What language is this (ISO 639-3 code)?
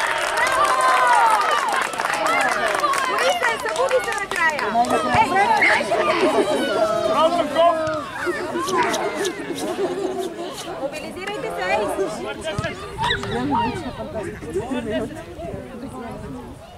bul